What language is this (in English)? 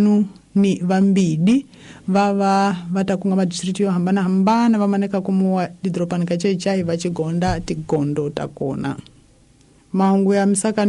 Tsonga